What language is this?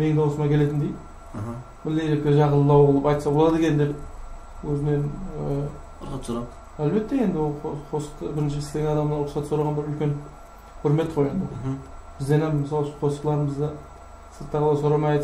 Kara-Kalpak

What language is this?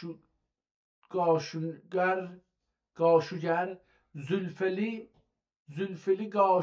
South Azerbaijani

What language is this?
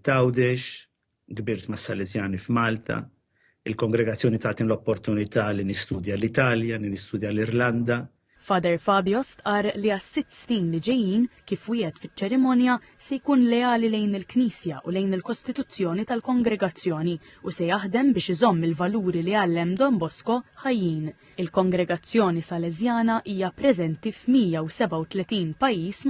Maltese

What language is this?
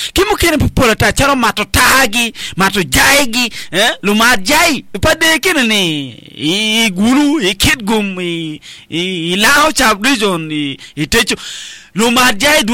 Acoli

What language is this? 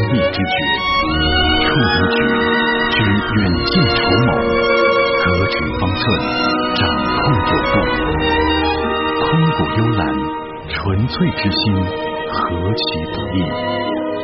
Chinese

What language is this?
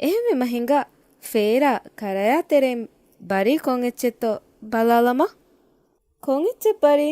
Divehi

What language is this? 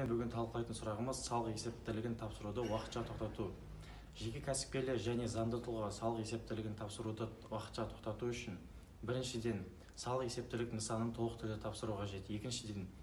Kazakh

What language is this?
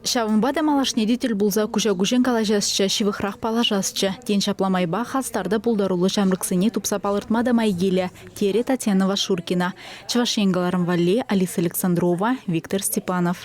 Chuvash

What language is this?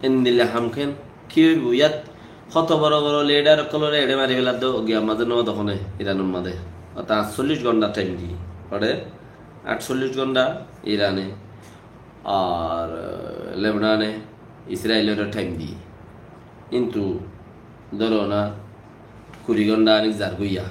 Rohingya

